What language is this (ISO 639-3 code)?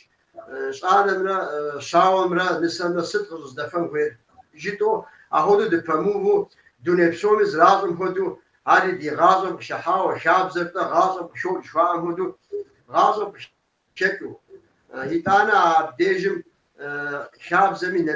kbd